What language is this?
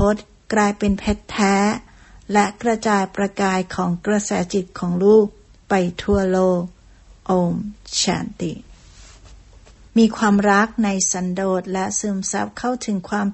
Thai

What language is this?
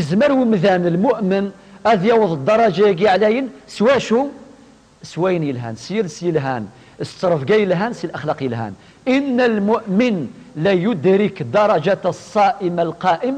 Kabyle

